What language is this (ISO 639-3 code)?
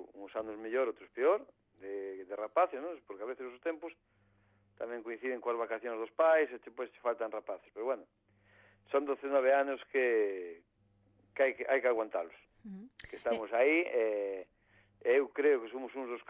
glg